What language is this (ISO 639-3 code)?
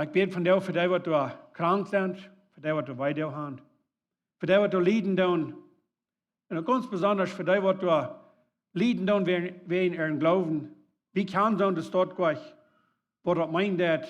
pdt